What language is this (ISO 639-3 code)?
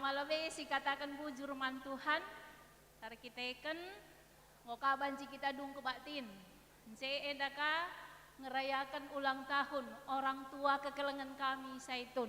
btx